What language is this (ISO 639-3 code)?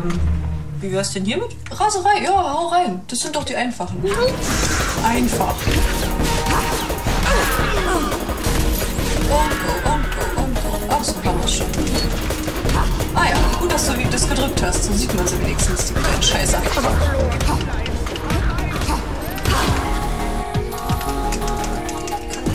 deu